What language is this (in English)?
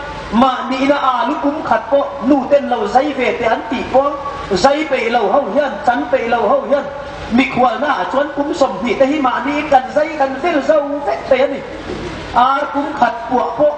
Hmar